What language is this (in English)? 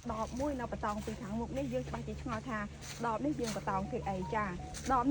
Khmer